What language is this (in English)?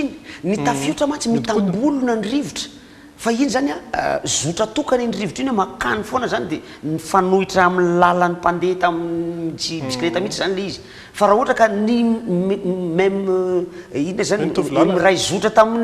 Malagasy